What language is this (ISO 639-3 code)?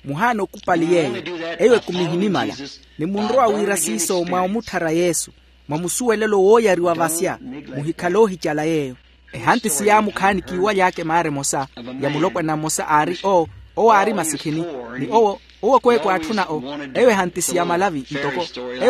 vmw